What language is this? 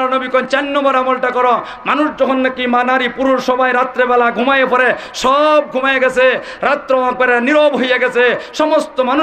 Sylheti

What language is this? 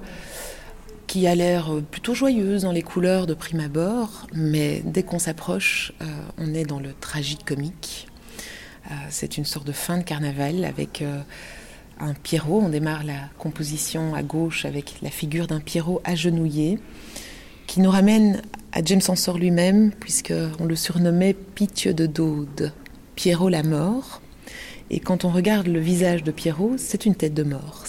French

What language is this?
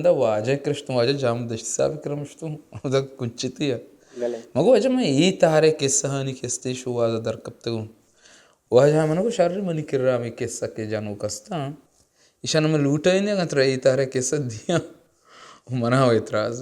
Baluchi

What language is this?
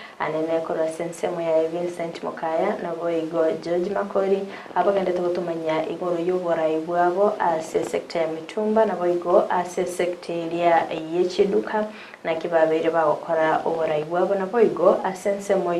Gusii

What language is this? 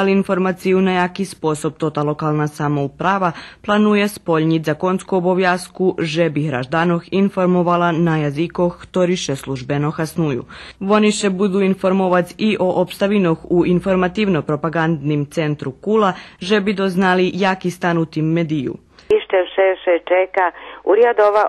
Rusyn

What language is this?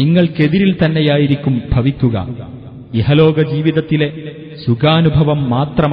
Malayalam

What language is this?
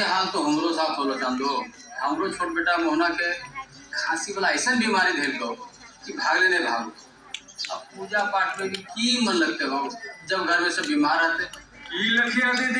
Magahi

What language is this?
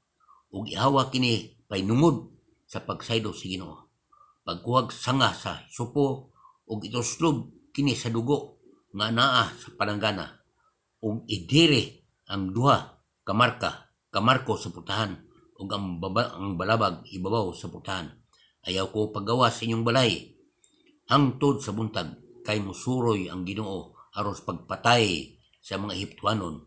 Cebuano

